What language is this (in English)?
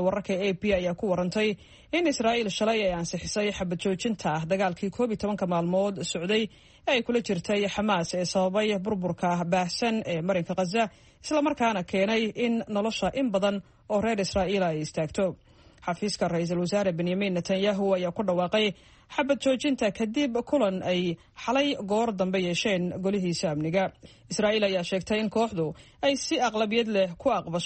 Somali